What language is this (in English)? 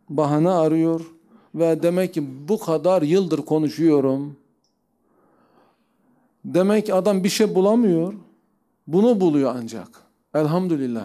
Turkish